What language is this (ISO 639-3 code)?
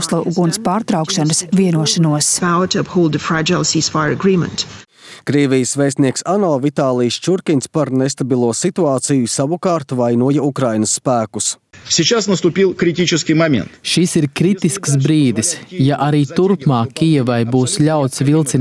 lav